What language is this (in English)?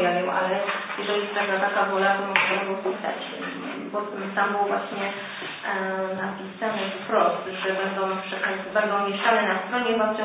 Polish